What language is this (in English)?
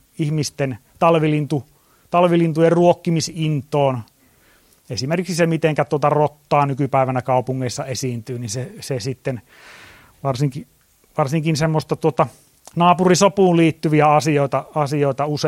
Finnish